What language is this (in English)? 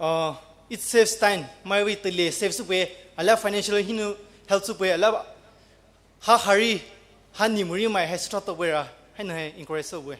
Poumei Naga